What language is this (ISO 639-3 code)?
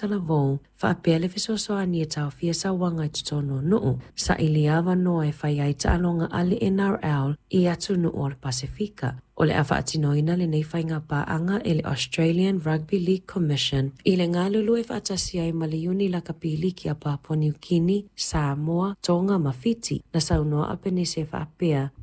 smo